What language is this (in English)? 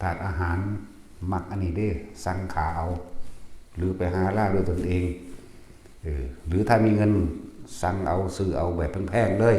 Northeastern Thai